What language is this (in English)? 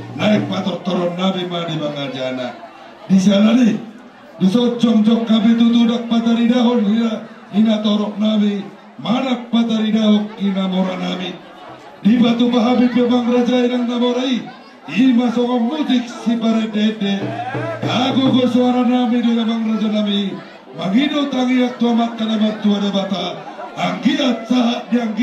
Batak Toba